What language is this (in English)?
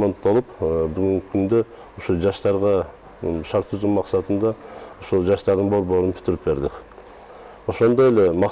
Kyrgyz